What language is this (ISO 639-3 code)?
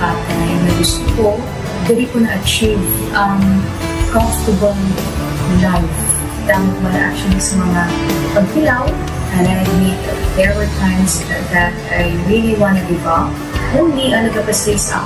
hil